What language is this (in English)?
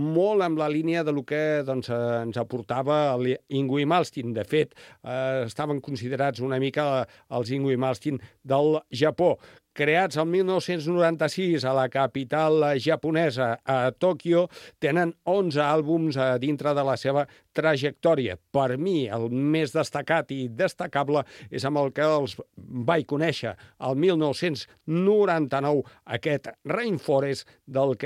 Catalan